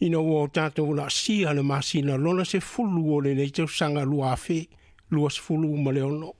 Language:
Samoan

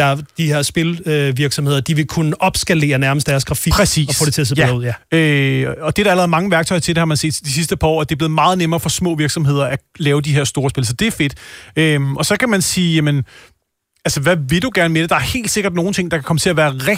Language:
Danish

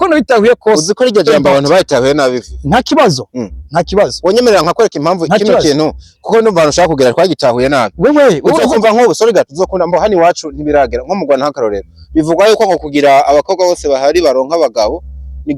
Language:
Rundi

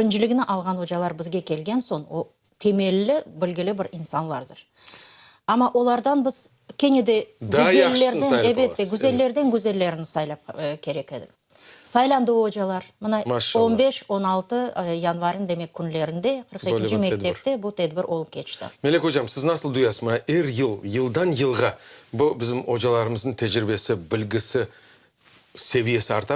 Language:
Crimean Tatar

